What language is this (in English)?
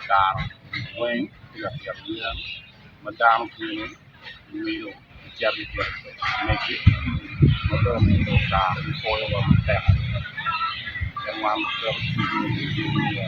Acoli